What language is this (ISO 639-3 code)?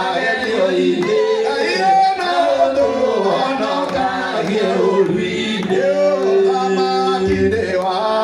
kik